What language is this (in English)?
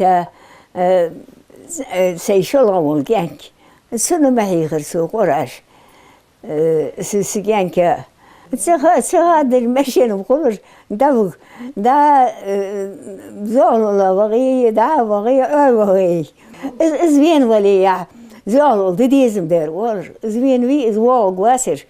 Ingush